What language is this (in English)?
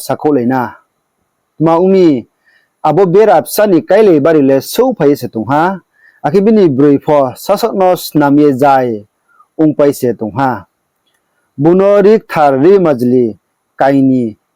Riang (India)